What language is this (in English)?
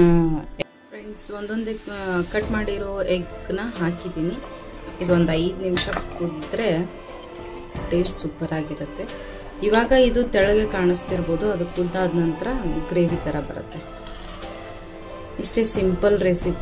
Kannada